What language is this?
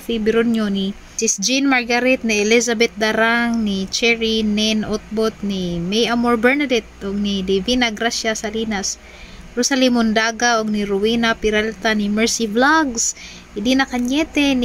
Cebuano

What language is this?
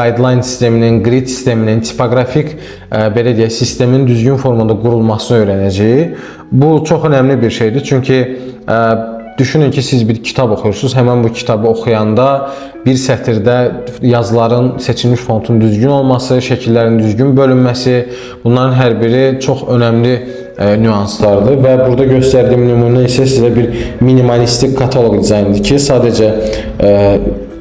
Azerbaijani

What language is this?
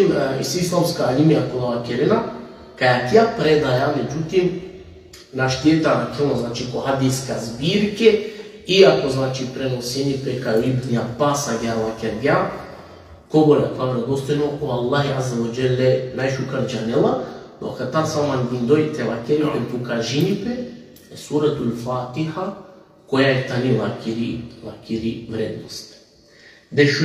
Balkan Romani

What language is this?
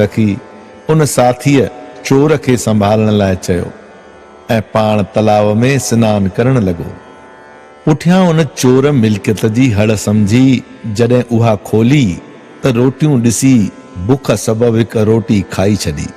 Sindhi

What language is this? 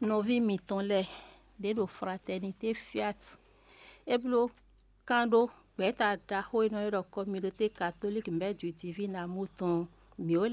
Fon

